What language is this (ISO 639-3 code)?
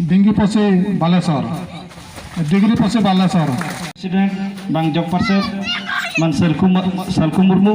sat